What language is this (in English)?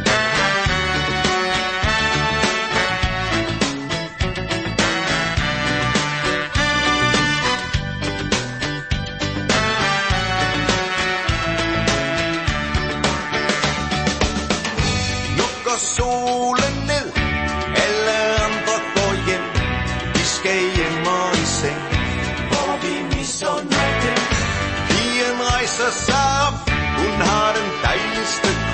Danish